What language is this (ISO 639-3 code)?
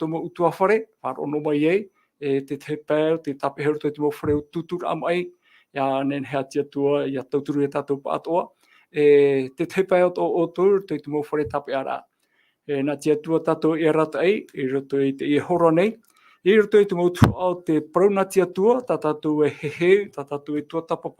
tah